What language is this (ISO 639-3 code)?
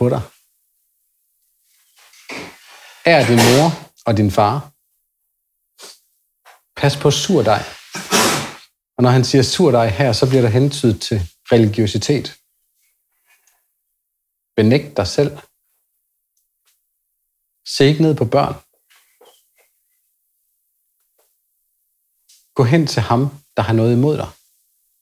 dan